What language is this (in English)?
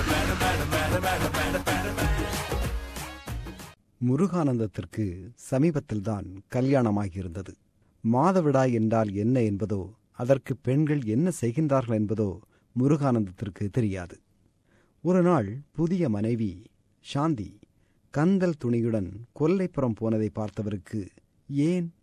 Tamil